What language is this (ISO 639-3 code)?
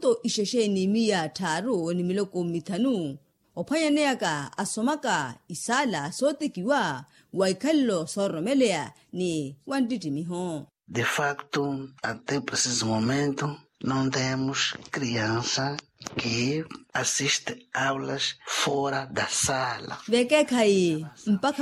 vmw